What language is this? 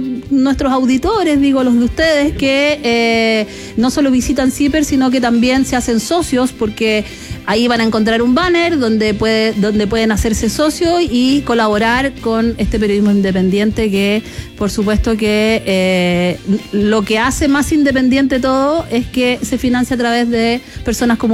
Spanish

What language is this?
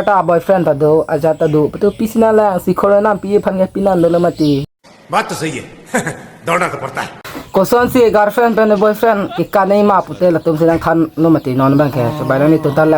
Karbi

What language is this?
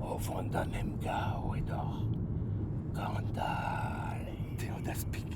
Breton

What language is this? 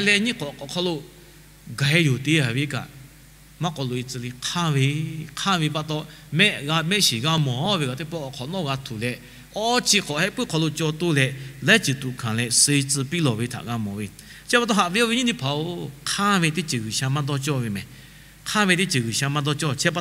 Lahu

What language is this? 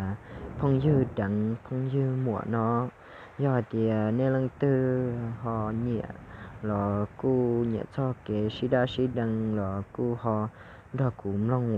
Hmong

